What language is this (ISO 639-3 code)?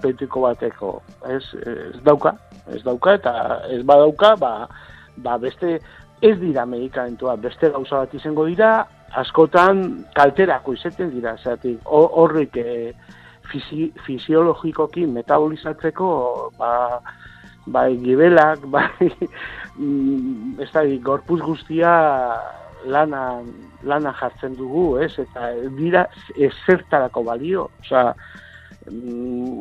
eus